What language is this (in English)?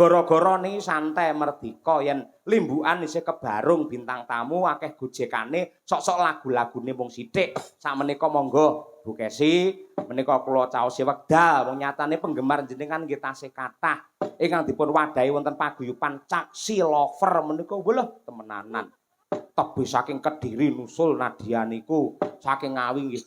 Javanese